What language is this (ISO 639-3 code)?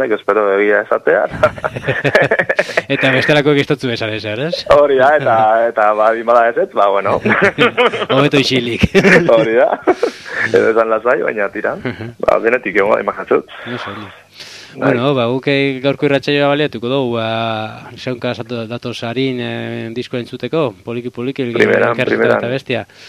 eus